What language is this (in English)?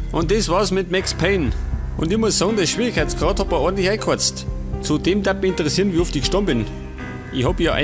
Bavarian